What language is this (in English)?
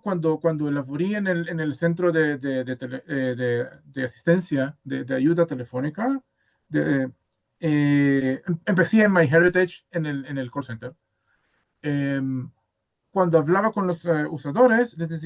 Ladino